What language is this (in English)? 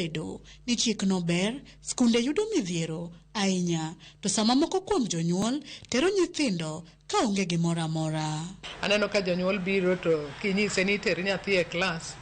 Luo (Kenya and Tanzania)